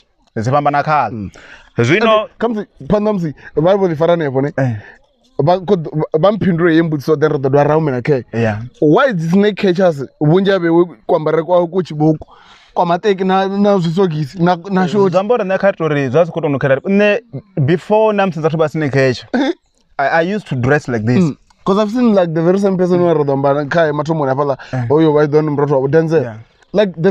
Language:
Venda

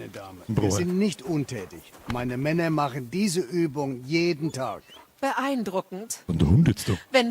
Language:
Bavarian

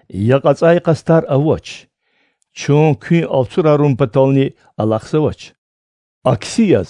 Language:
Lezghian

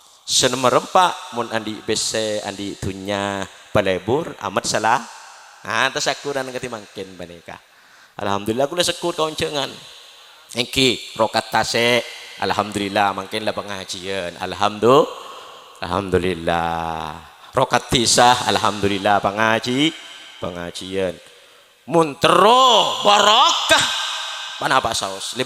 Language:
Madurese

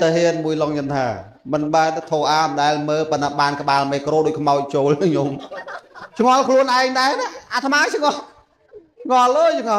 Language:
Khmer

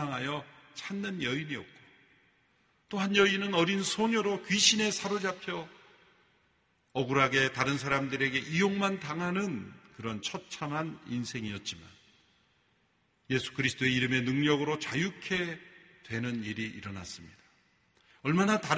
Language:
Korean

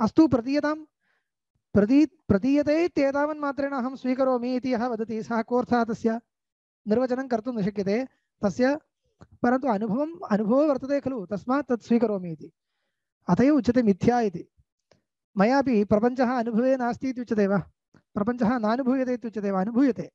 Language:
Sanskrit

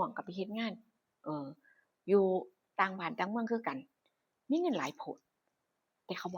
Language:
Northeastern Thai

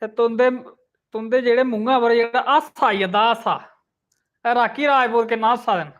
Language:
Dogri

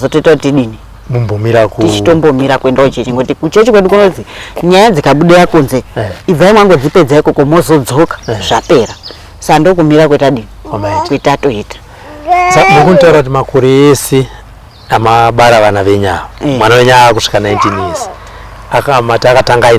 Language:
Shona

